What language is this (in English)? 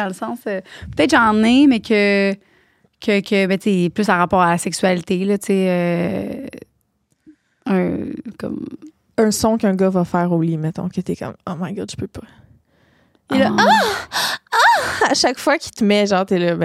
French